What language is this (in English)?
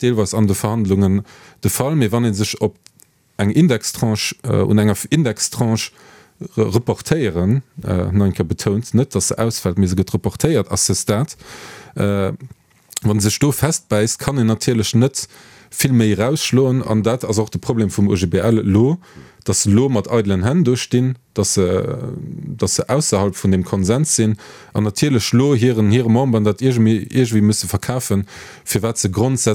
Luxembourgish